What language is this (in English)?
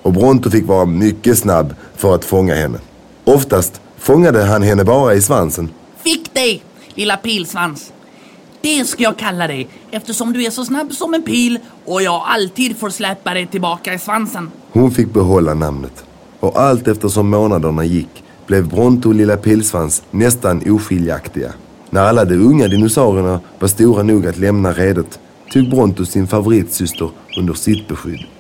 Swedish